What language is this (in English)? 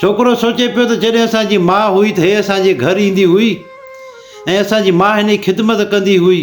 Sindhi